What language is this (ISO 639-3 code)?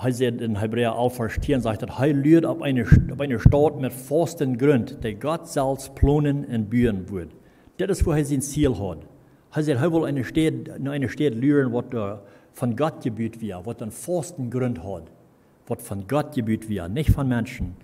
pdt